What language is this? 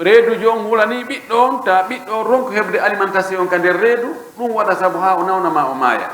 Pular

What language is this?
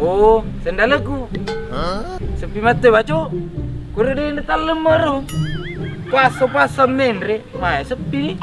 Buginese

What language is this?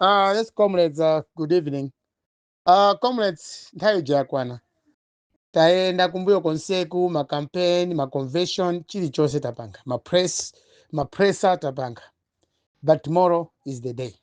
Nyanja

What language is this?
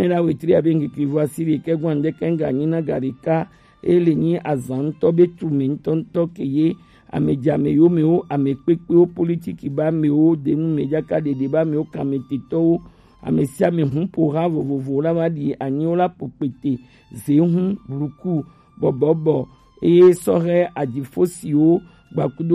Gen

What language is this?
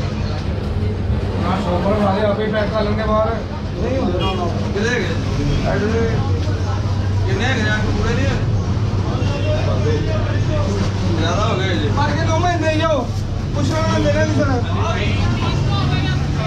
Hindi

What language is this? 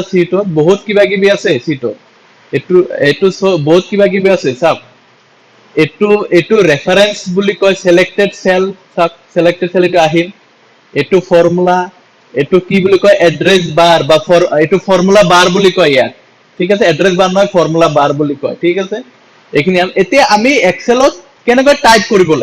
Assamese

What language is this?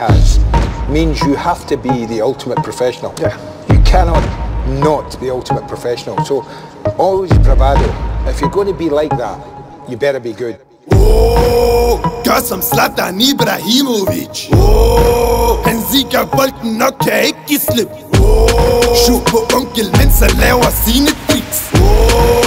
Danish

